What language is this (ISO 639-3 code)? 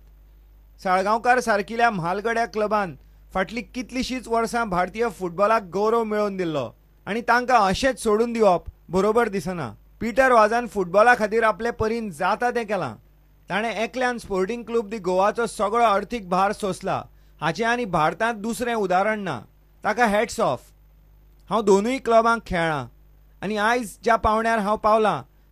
kok